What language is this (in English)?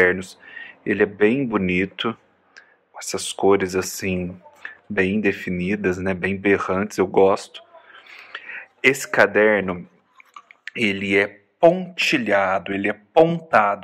Portuguese